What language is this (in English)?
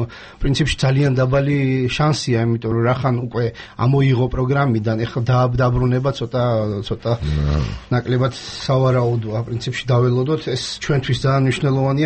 Georgian